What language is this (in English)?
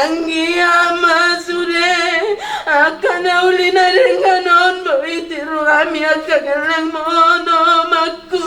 Batak Toba